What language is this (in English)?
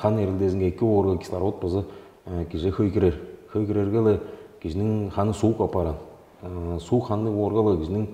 Tuvinian